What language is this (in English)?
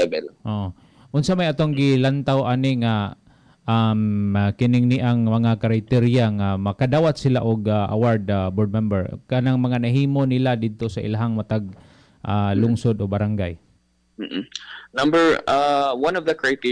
Cebuano